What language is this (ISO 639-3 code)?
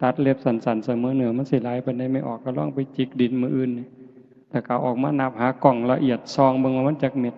tts